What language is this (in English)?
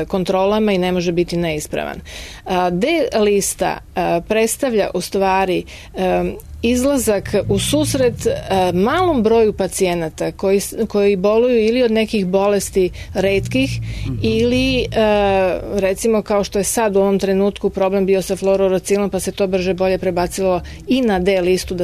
Serbian